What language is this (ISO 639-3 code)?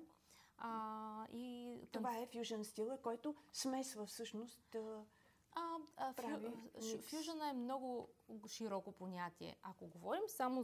bul